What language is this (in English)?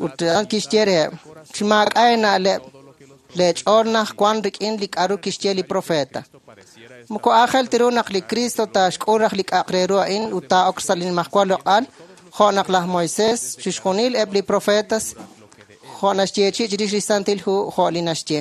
Kekchí